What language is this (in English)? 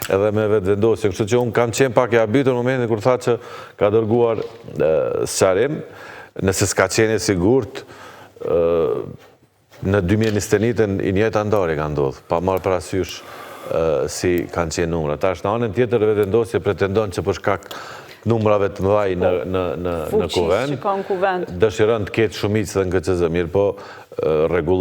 Albanian